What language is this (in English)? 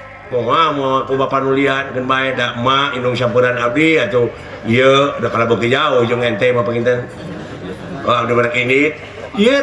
Sundanese